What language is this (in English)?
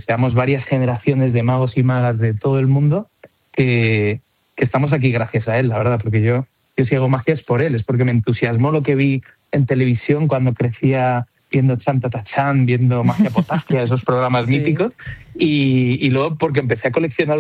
Spanish